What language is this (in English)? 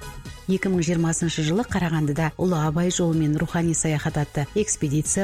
Kazakh